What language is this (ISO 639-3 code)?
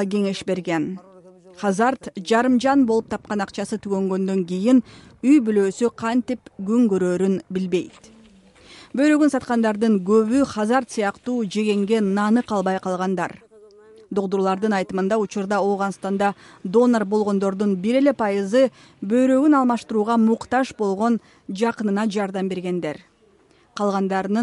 kir